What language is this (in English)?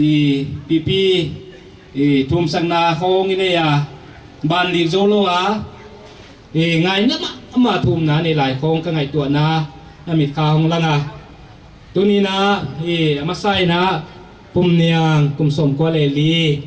Paite Chin